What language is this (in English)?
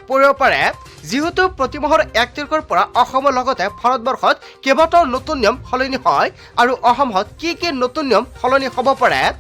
Assamese